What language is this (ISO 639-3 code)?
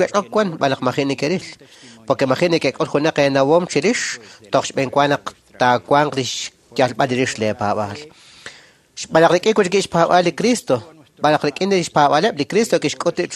kek